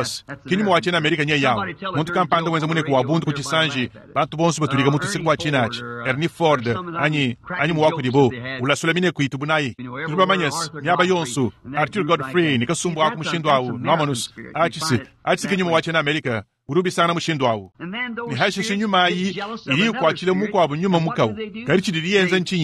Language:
Luba-Lulua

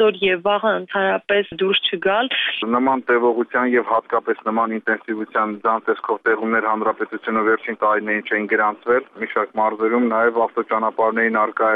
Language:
Armenian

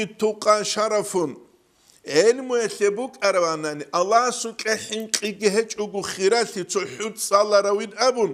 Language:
Avaric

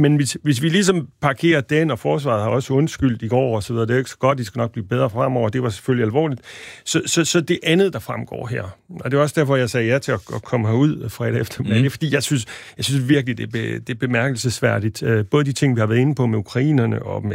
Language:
Danish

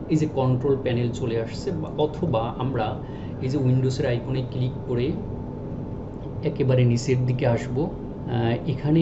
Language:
Bangla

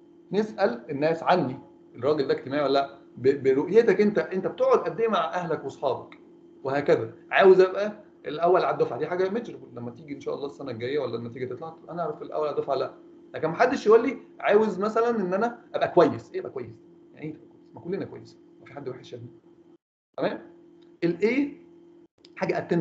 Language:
Egyptian Arabic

